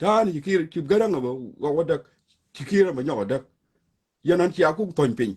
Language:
Nuer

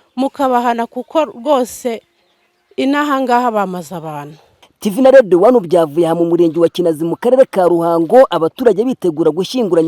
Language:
Kinyarwanda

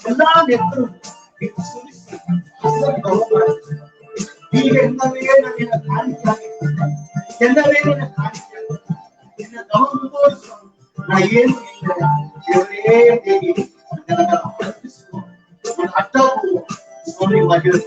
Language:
Badaga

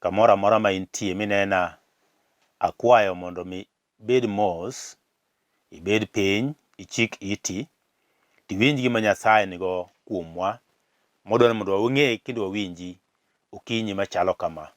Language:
Luo (Kenya and Tanzania)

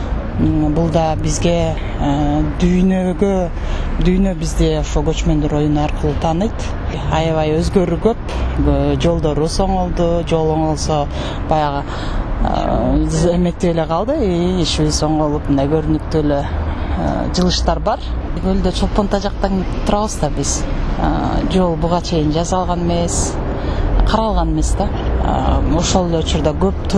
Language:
Kyrgyz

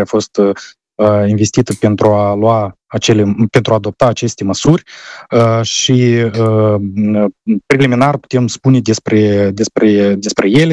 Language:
Romanian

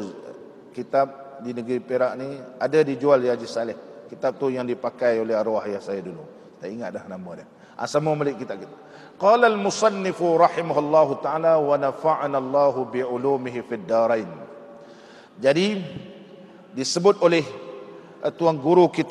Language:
Malay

